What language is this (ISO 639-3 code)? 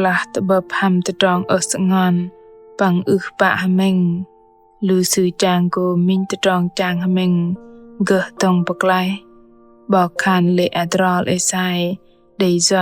bdq